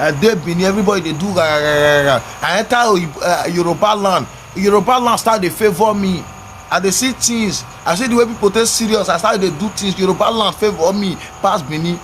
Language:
Nigerian Pidgin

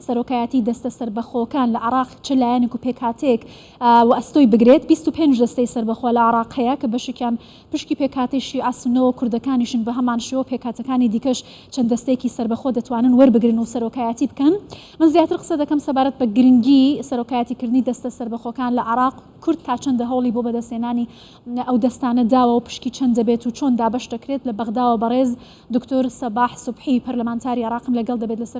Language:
Central Kurdish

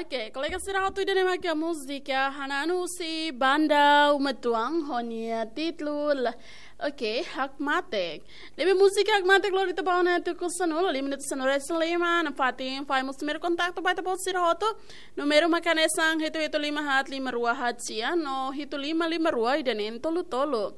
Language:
Tetum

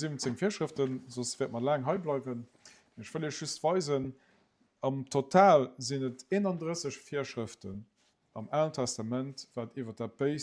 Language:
Luxembourgish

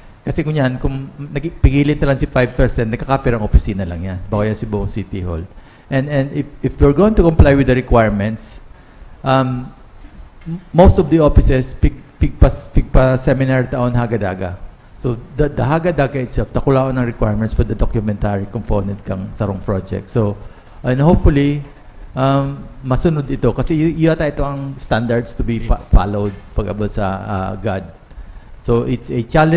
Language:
Bikol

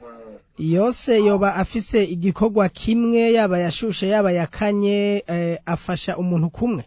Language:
Rundi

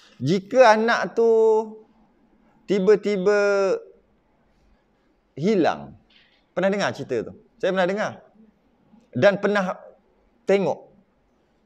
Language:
Malay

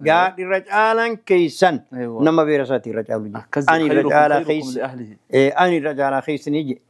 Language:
Oromo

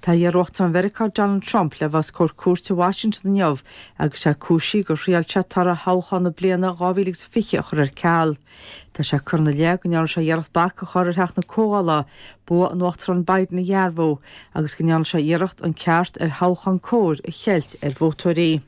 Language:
Irish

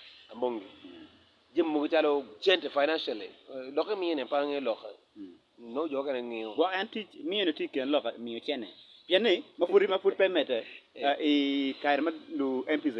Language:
Acoli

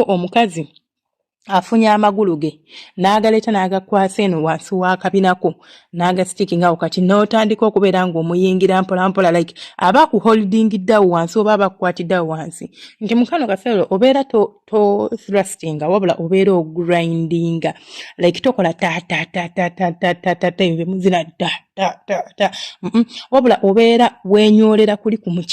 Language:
Ganda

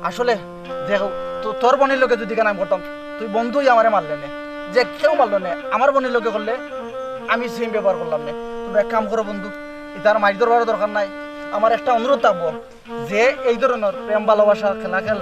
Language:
Sylheti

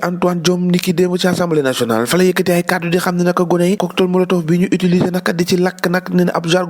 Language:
Wolof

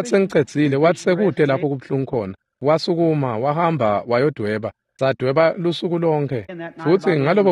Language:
Swati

